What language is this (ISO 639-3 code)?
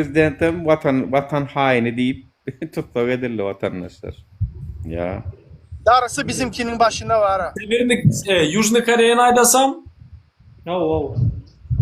tuk